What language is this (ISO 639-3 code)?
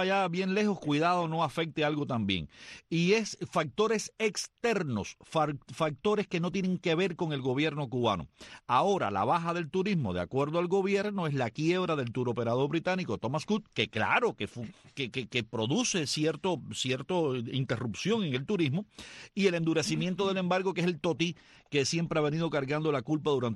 spa